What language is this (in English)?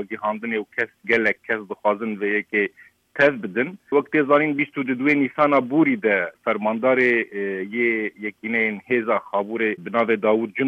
Kurdish